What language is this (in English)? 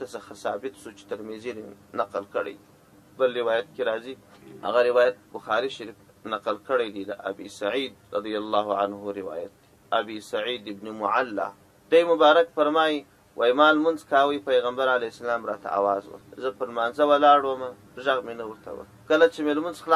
Pashto